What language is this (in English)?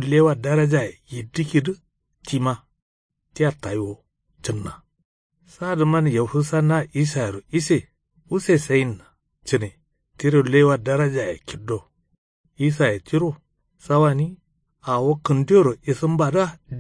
Kanuri